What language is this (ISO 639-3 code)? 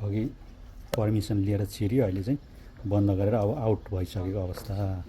nep